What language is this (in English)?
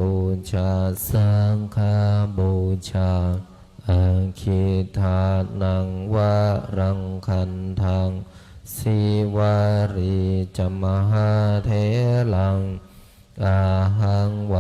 Pali